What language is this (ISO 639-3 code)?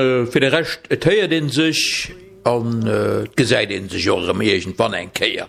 ltz